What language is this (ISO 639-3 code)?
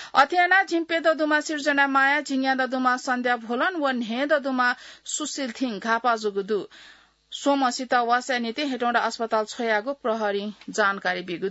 new